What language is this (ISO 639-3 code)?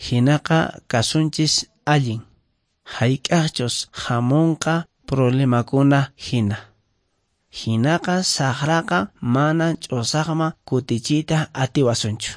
que